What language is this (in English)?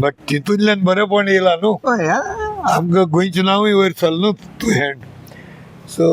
Konkani